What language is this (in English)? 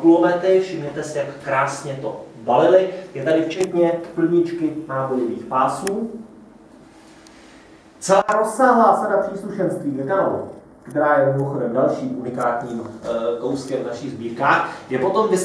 Czech